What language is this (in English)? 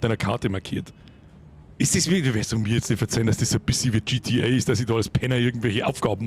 Bavarian